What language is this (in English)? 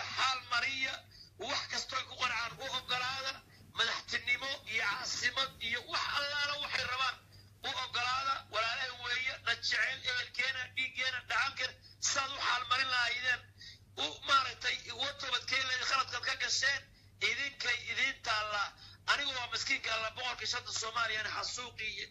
Somali